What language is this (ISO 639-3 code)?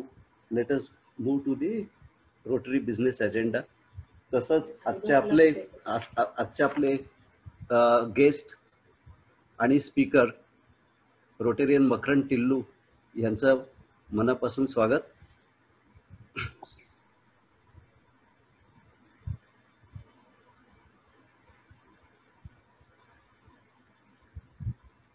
mar